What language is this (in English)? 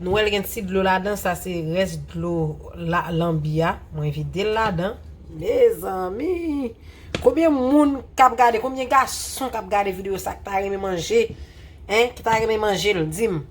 Haitian Creole